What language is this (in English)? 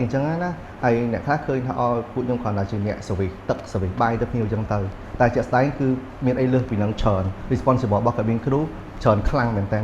Khmer